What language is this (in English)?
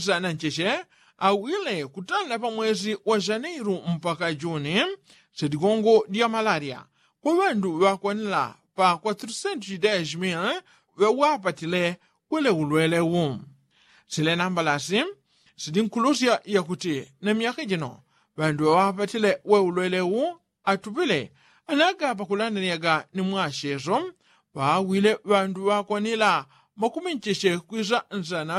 Yao